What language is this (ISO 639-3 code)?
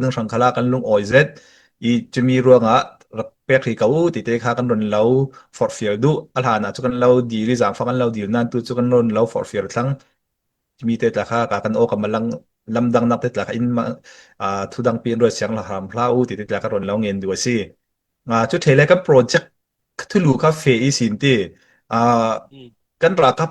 cfm